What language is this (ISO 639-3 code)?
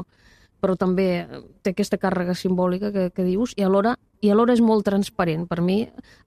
cat